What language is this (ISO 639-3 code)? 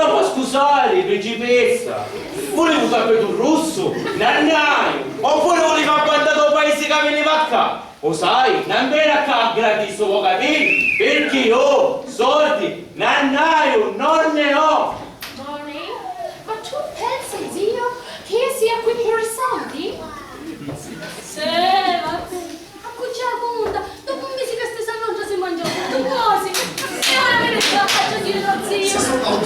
scn